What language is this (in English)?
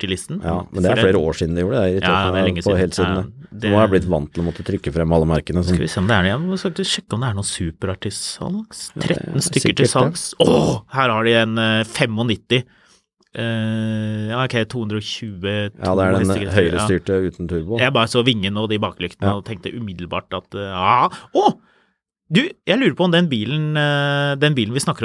Norwegian